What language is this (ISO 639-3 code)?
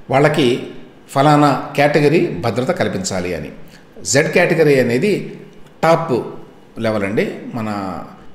tel